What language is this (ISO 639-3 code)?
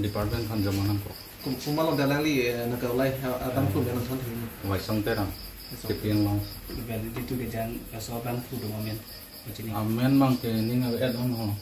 mjw